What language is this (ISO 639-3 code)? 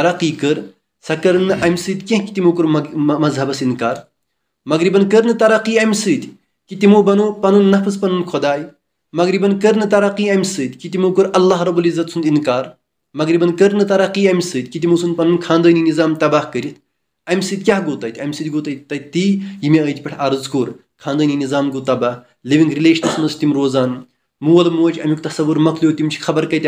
kas